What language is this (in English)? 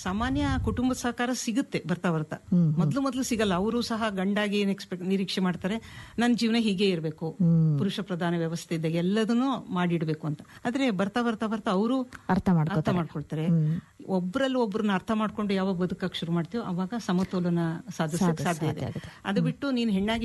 Kannada